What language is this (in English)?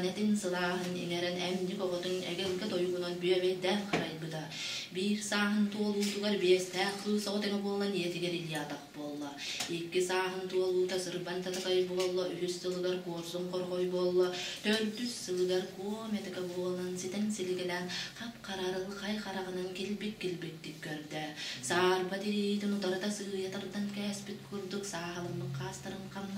Yakut